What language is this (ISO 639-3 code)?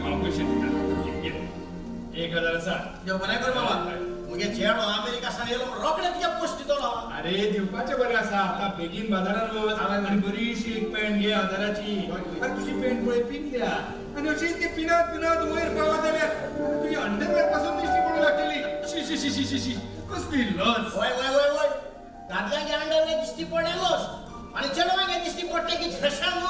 kok